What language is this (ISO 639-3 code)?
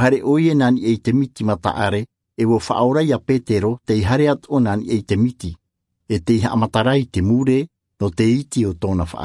tah